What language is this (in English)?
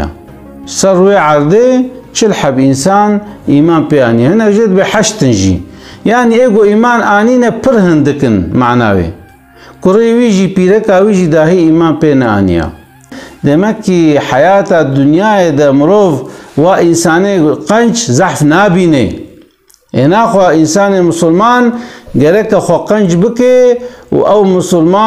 Kurdish